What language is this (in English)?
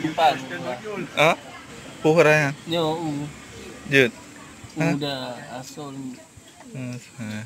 Achinese